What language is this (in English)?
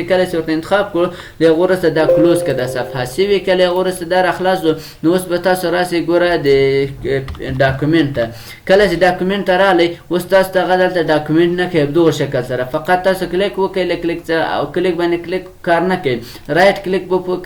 Pashto